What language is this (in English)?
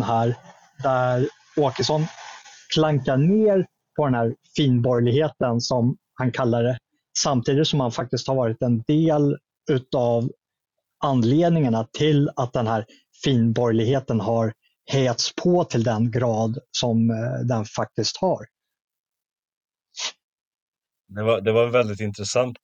Swedish